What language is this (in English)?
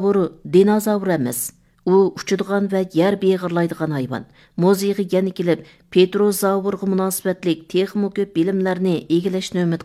Uyghur